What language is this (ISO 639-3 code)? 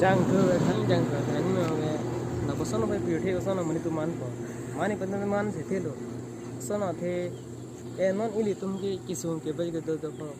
mjw